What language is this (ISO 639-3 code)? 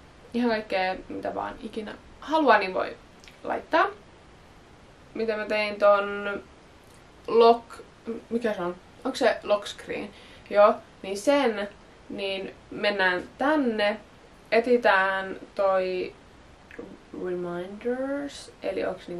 fin